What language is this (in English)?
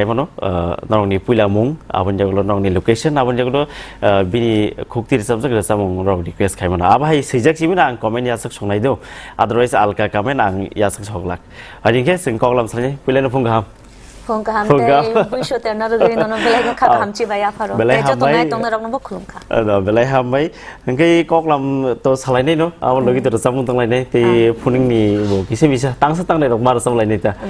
Kok Borok